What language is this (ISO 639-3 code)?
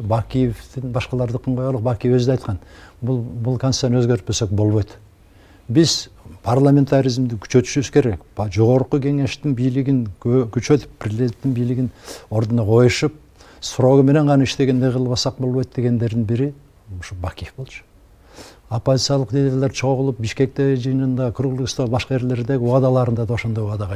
kir